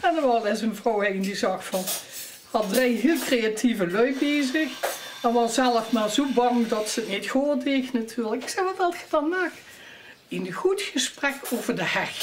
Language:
Limburgish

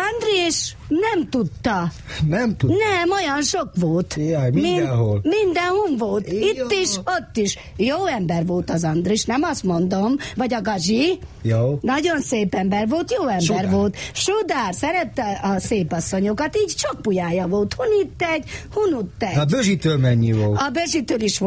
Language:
Hungarian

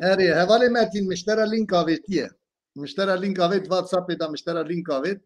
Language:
Kurdish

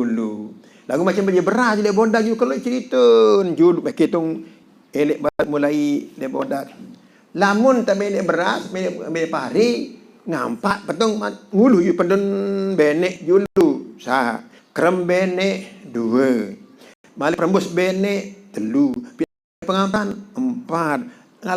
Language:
Sasak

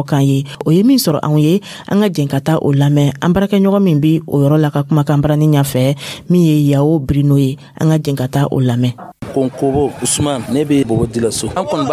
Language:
Dyula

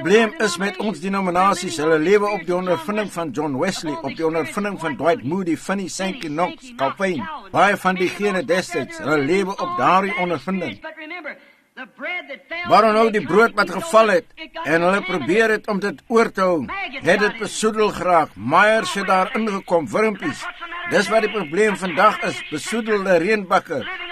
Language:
Afrikaans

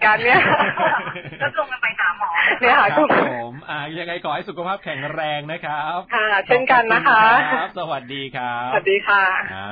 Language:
Thai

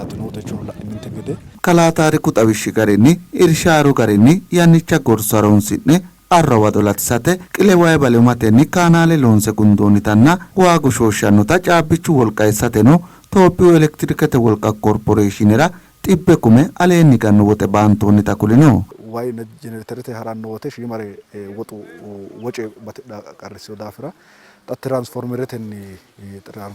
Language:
Sidamo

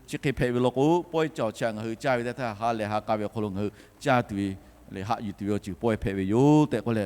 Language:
Lahu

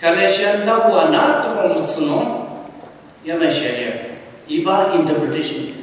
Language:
Ao Naga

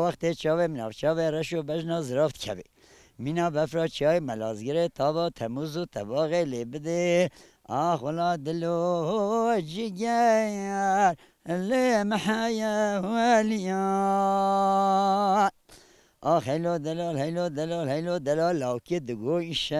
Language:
Kurdish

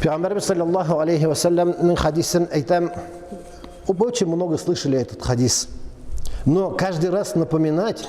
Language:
Tatar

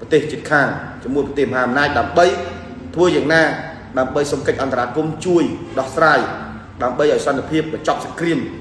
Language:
Khmer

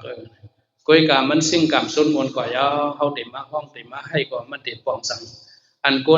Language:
Shan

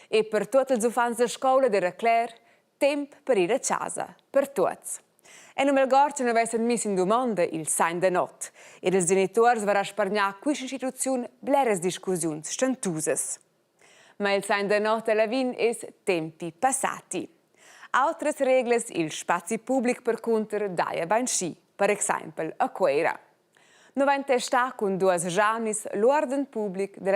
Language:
Romansh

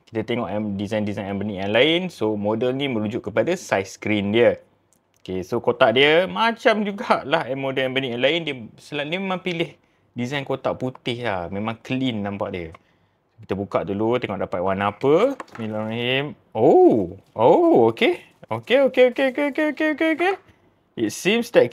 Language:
Malay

